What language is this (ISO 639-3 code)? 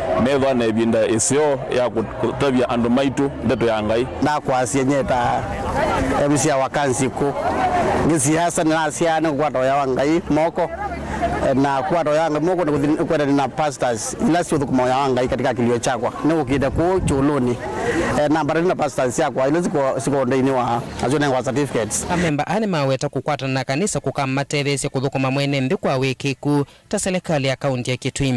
kam